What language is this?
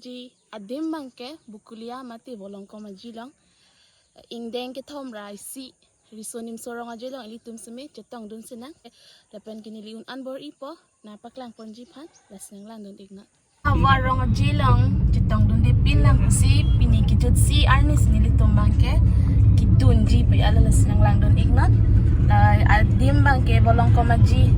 Karbi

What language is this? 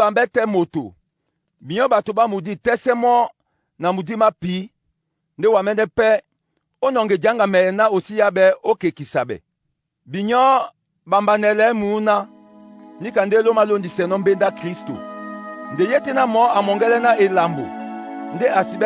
Duala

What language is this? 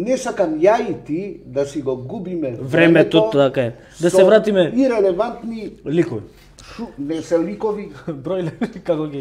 Macedonian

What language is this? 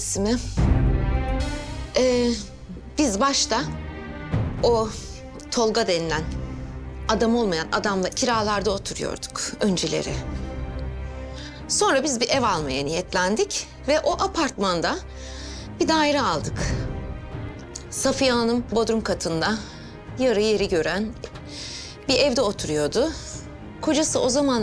Turkish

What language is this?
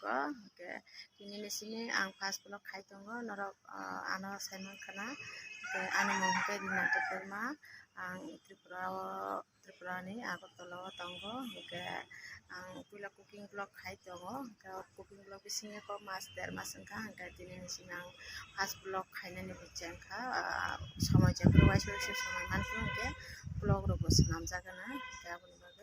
Kok Borok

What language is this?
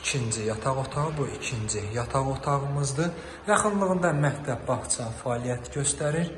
Azerbaijani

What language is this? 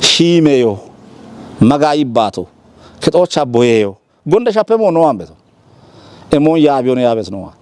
Kafa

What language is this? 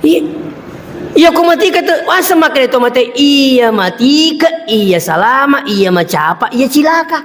Buginese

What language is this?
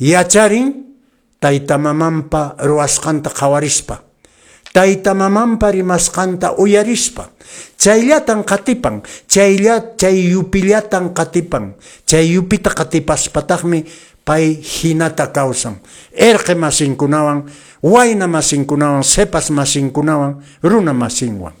Quechua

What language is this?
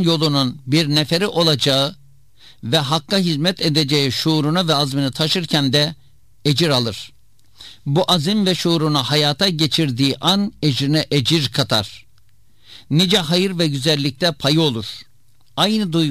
Turkish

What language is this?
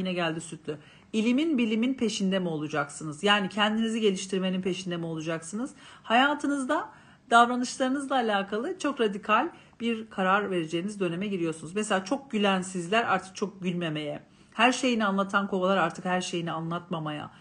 Turkish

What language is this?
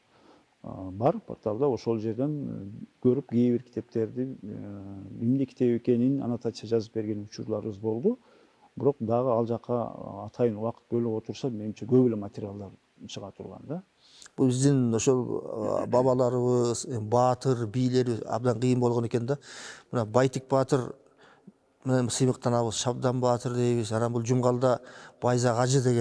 Kyrgyz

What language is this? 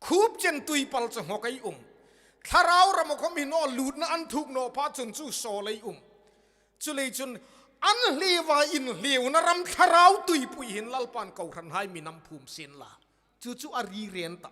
Hmar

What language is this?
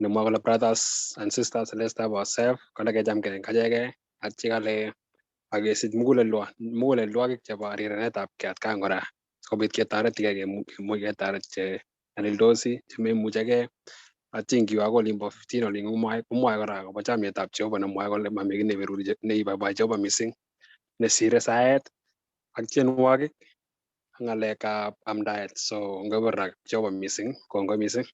Kalenjin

